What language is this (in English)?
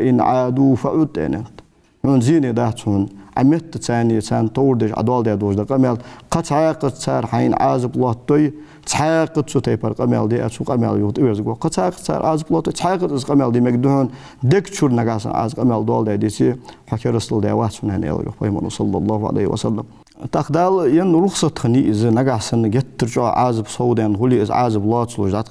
Ingush